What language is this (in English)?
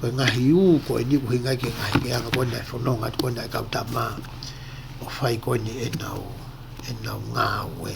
Tongan